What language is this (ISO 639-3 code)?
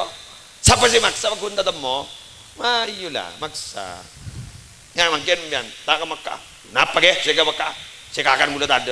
mad